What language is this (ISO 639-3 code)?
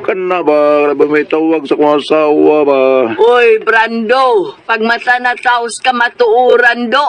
ceb